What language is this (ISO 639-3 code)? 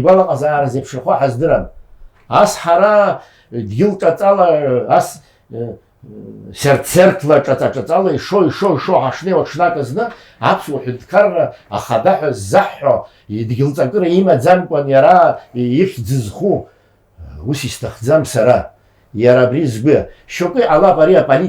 abk